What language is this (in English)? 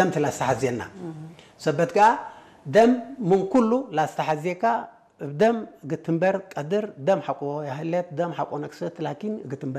Tigre